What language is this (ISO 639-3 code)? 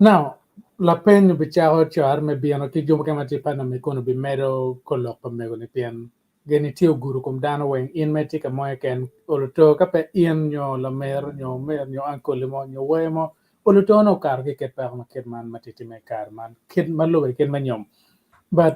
ach